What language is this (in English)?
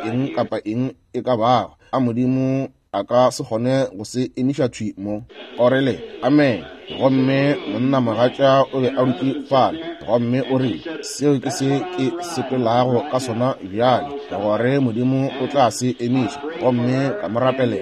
Northern Sotho